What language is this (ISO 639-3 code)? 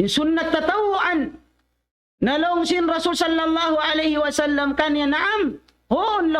tsg